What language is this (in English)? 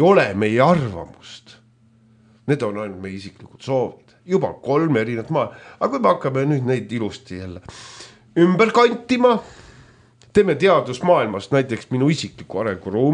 Estonian